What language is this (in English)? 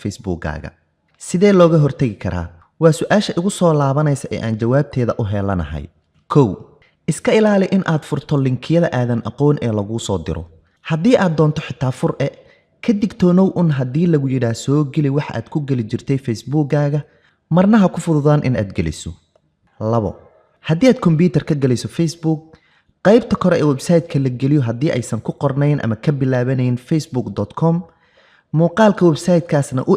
Somali